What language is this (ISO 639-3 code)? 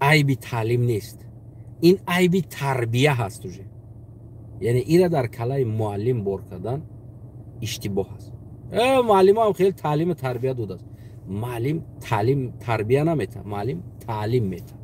tgk